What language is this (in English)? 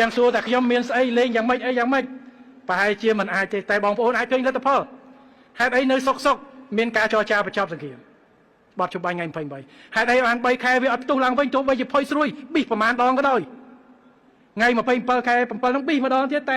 Khmer